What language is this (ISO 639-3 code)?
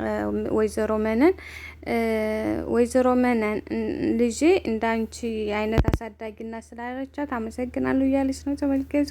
amh